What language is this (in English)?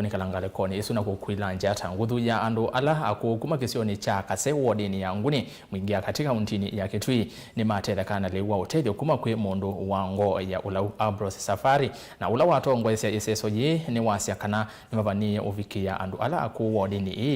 Kamba